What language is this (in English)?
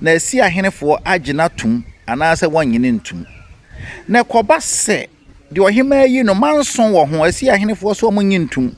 Akan